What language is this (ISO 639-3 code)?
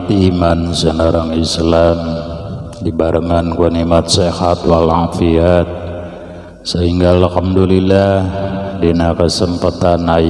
sun